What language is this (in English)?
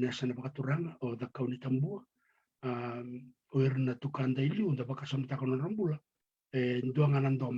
Fijian